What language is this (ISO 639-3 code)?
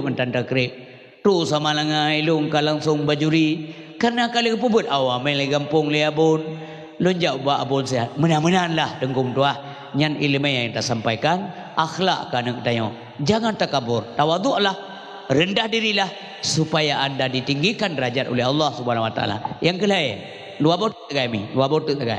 ace